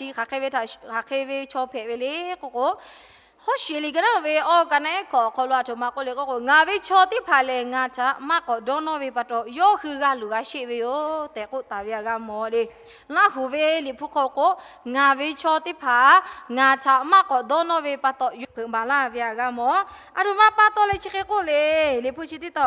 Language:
Lahu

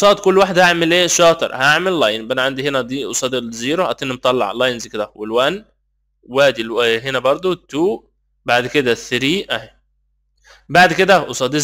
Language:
Egyptian Arabic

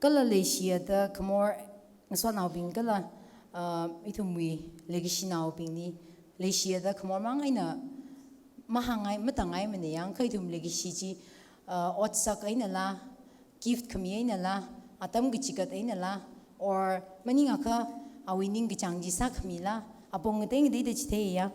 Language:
Tangkhul Naga (India)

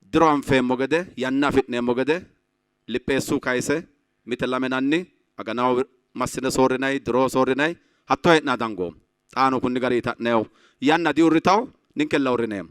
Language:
Sidamo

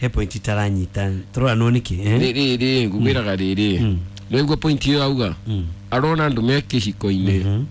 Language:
Kikuyu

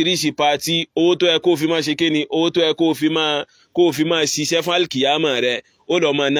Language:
Yoruba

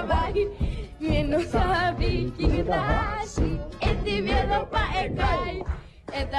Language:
Papiamento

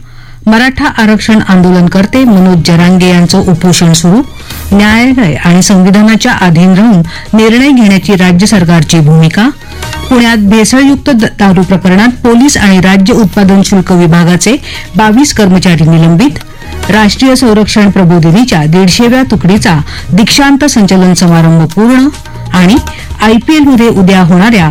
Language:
Marathi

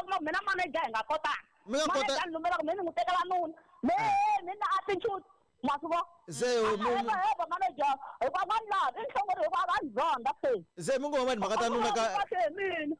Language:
Tsonga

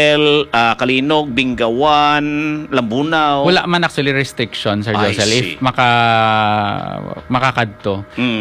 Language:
Hiligaynon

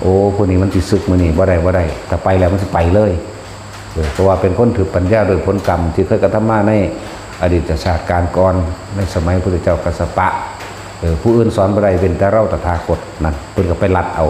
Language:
Lao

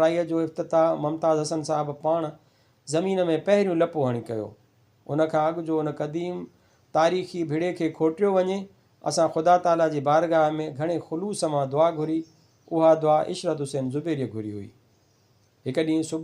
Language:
Sindhi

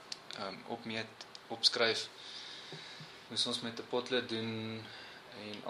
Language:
Afrikaans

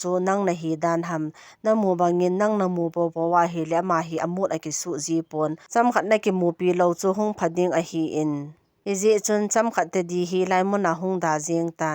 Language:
Thado Chin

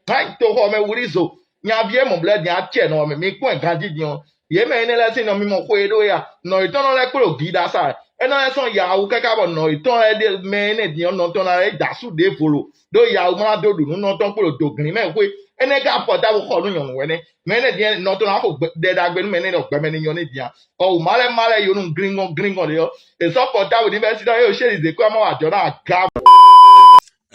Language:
Fon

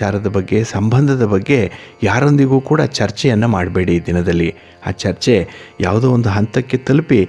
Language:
Kannada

